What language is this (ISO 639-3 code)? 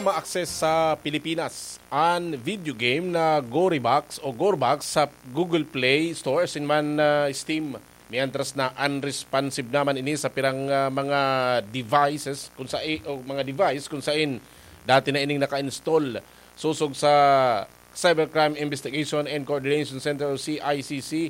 bik